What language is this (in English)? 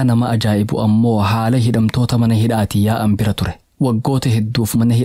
Oromo